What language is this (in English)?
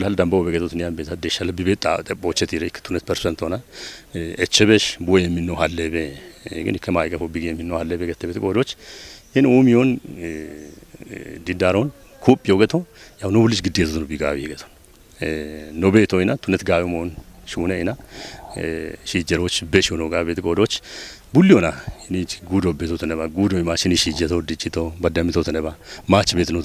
Kafa